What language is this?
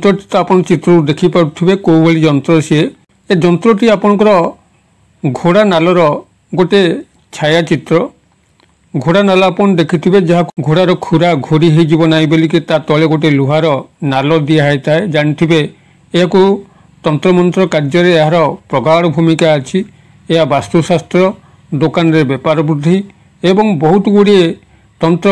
Odia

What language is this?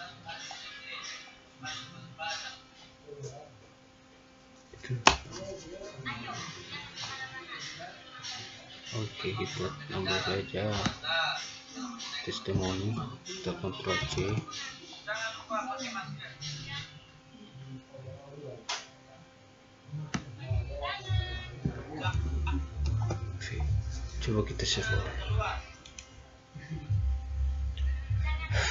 Indonesian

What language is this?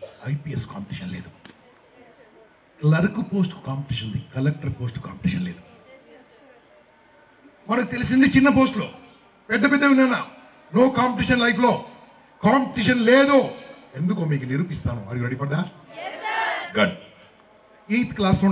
Telugu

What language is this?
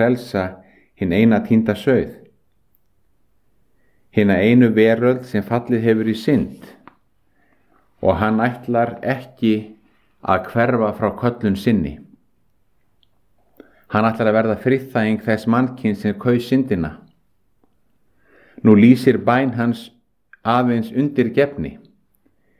Icelandic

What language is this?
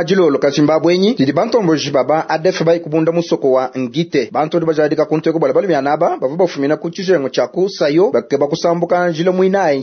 Luba-Lulua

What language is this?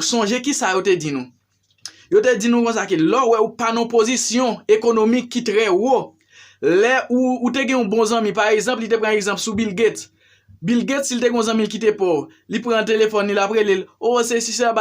Haitian Creole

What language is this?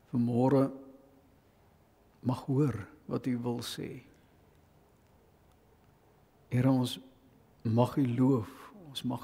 Afrikaans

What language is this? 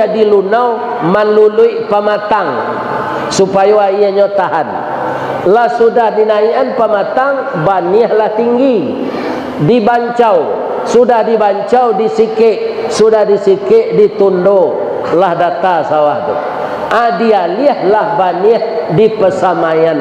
Minangkabau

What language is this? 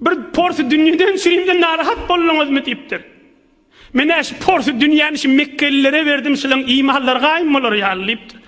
Turkmen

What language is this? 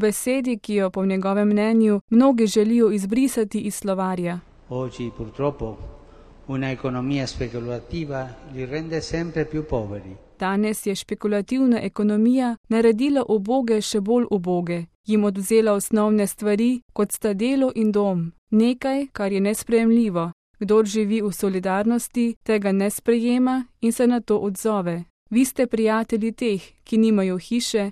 Slovenian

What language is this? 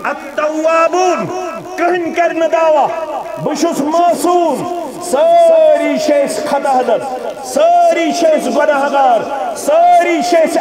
Kashmiri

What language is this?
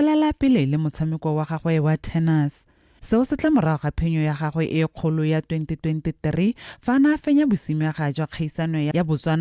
Tswana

